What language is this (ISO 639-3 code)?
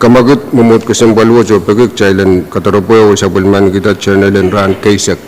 pon